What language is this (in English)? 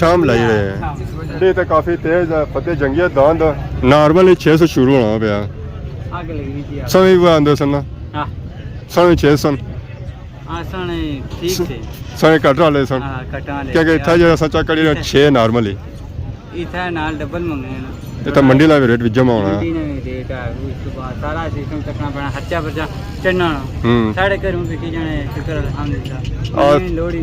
Pahari-Potwari